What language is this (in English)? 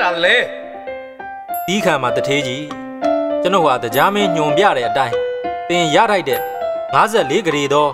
Burmese